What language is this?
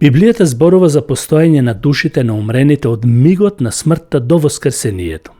Macedonian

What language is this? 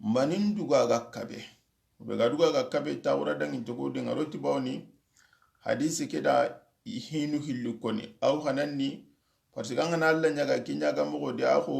Soninke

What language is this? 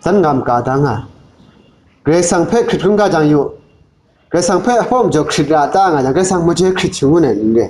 Kachin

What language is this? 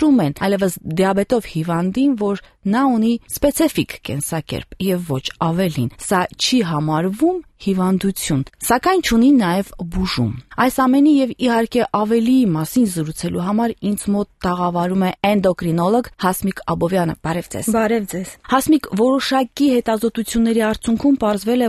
Armenian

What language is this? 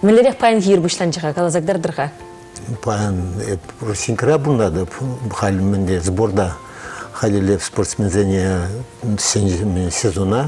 Chuvash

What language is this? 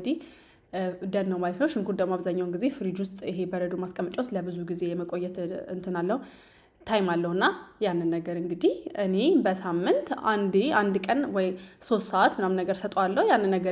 Amharic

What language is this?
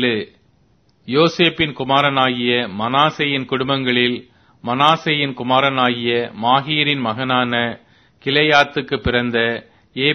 Tamil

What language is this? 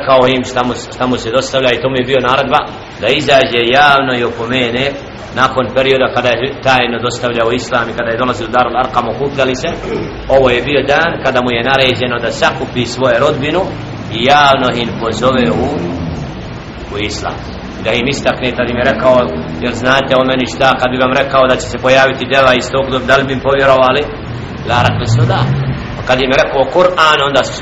Bosnian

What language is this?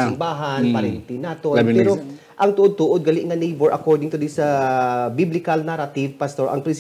Hiligaynon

